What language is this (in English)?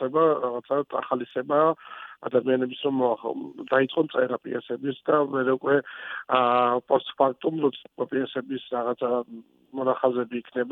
Georgian